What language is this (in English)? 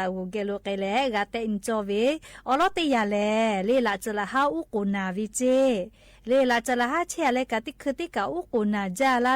Lahu